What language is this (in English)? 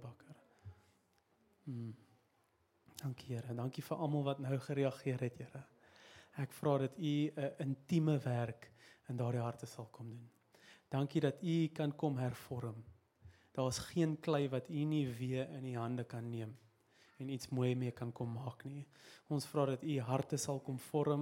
Afrikaans